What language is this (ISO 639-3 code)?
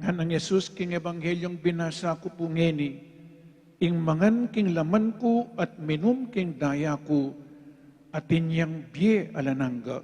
pam